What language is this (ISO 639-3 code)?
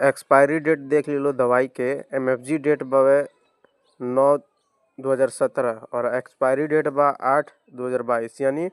bho